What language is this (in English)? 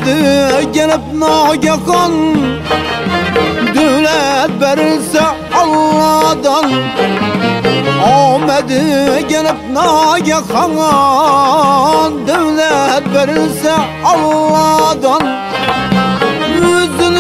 Turkish